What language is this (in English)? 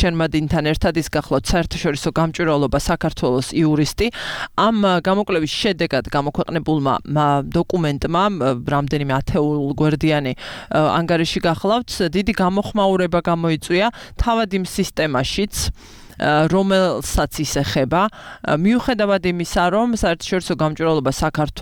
Georgian